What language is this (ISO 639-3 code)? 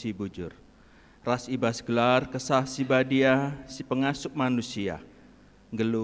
btx